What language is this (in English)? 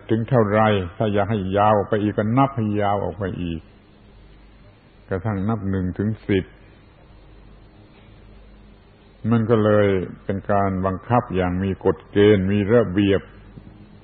Thai